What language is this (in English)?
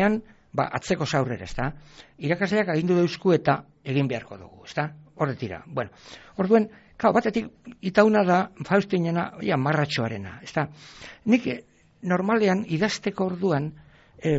Basque